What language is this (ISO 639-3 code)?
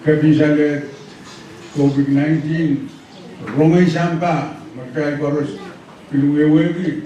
pon